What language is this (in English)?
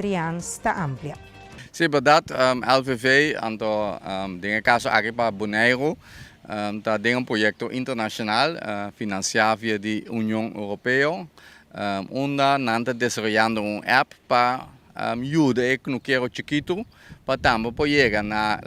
Papiamento